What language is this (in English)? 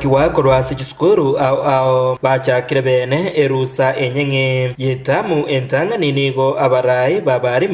Gusii